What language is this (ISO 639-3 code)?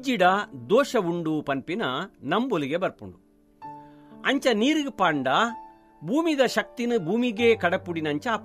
tcy